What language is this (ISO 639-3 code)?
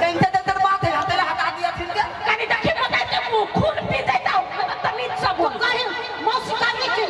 mai